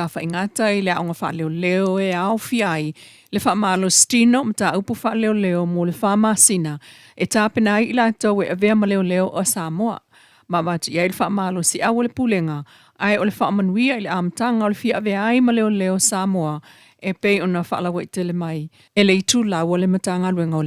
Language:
Samoan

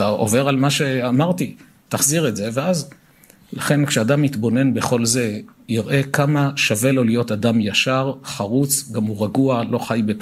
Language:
Hebrew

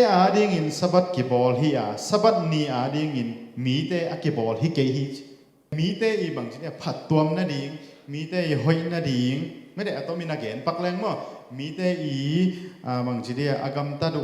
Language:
Tedim Chin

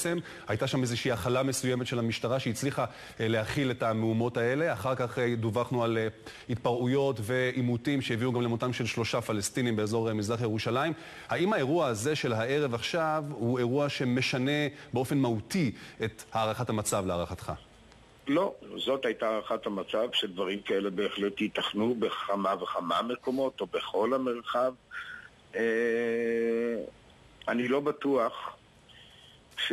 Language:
Hebrew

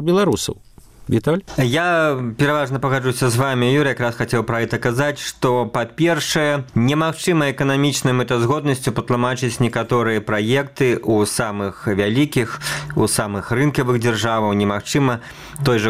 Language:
Belarusian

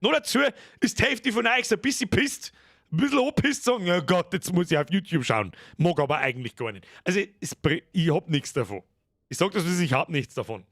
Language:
Bavarian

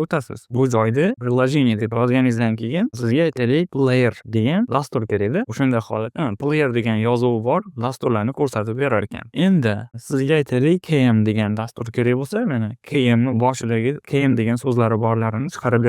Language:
Uzbek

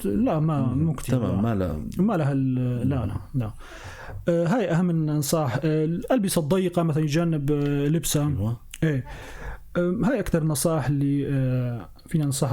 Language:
North Levantine Arabic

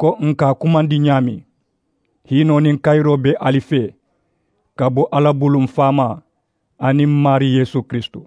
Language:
Mandingo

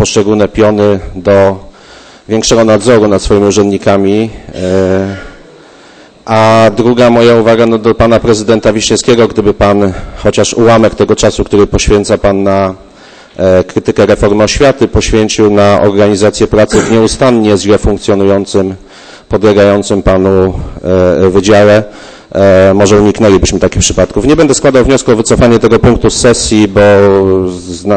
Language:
Polish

